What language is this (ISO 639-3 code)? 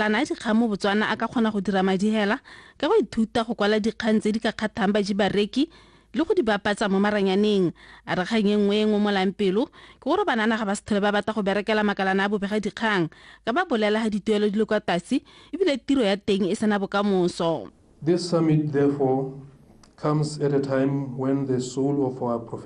tsn